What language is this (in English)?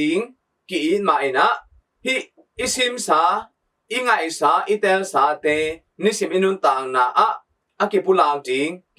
Tedim Chin